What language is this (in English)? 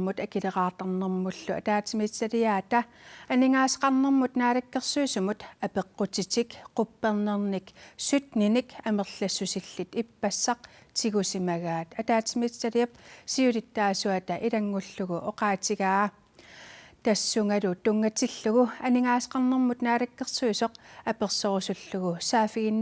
Kalaallisut